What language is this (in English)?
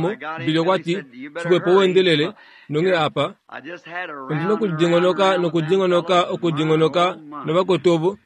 Kuanyama